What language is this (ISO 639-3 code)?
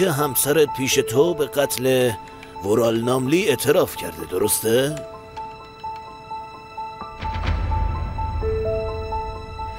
fas